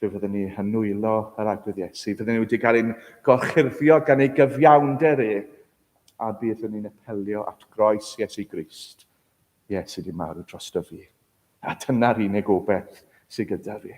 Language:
Welsh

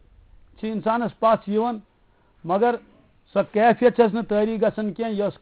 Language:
Kashmiri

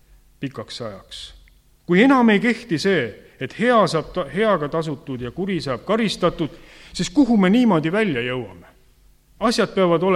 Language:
Estonian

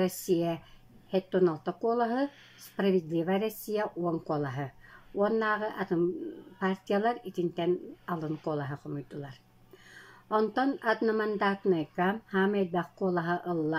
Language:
Yakut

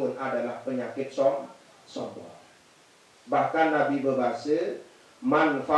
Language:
Sasak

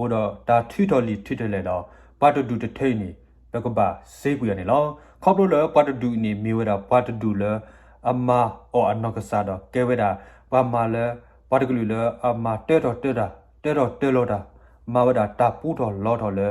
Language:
S'gaw Karen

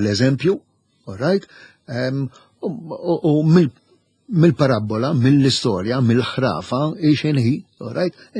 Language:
Maltese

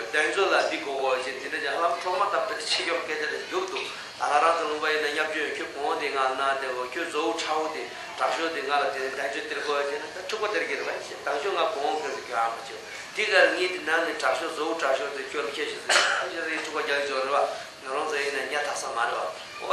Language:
Tibetan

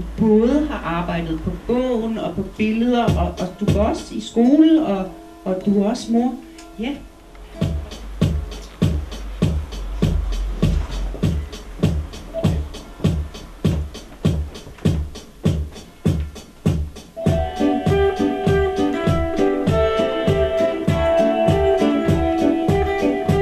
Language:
Danish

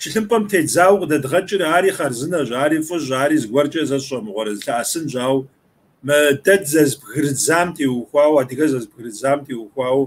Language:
Kabardian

